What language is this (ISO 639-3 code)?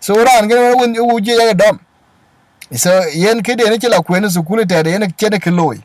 din